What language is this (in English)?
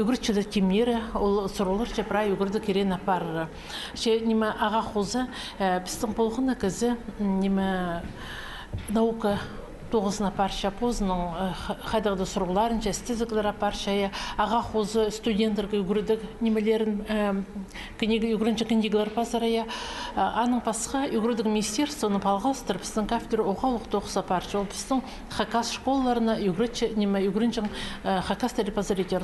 Khakas